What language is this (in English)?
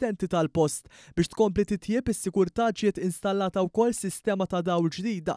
Maltese